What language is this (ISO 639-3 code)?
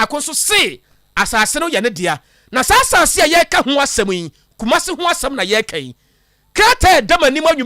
aka